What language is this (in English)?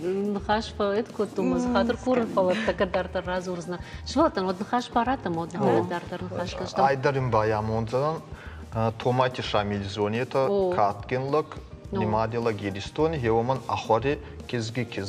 Ossetic